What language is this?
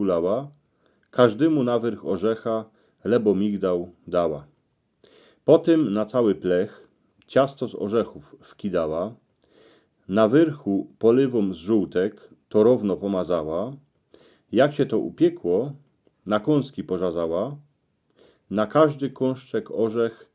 Silesian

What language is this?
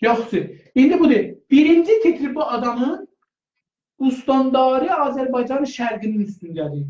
South Azerbaijani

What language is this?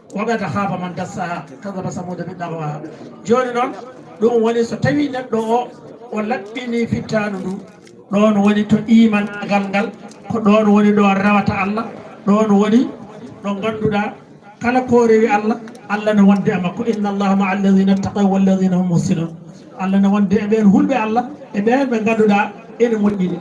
Fula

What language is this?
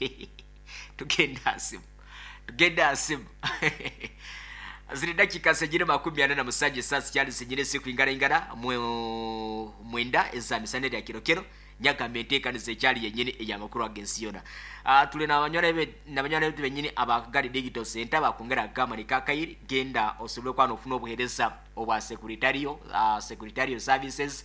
Nyoro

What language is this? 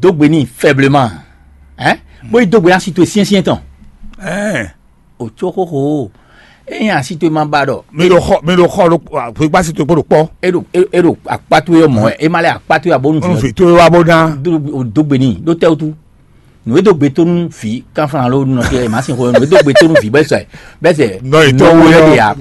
Fon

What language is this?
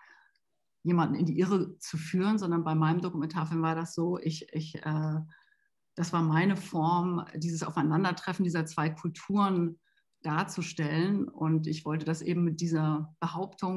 German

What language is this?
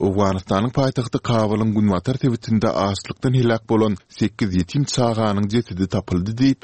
Turkmen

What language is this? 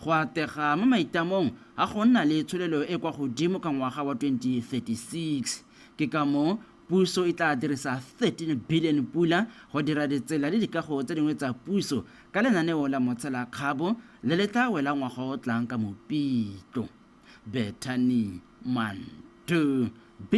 Tswana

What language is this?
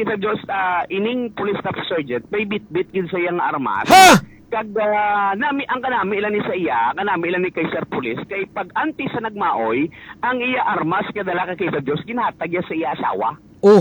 Hiligaynon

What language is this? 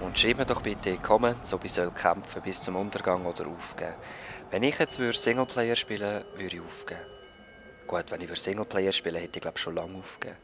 Swiss German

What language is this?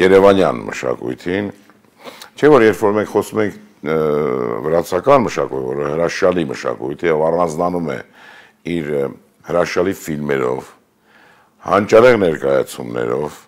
Armenian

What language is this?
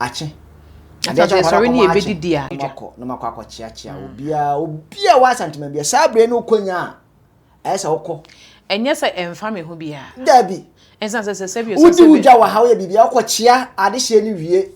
Akan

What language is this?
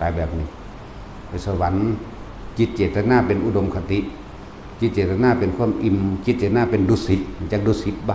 Northeastern Thai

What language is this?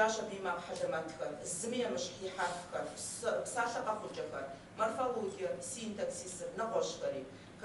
Kabardian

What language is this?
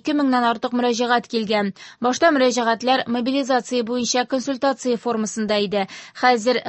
Tatar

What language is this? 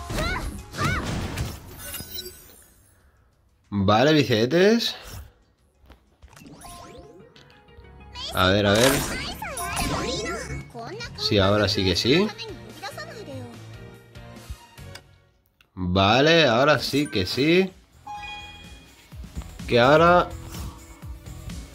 Spanish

